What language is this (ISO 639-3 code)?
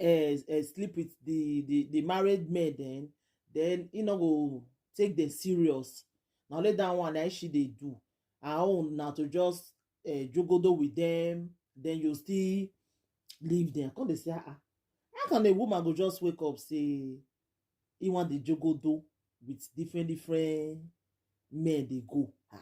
pcm